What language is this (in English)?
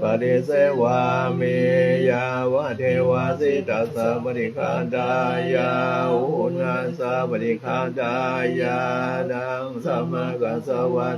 Pali